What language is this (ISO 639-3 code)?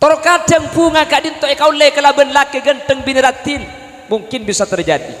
mad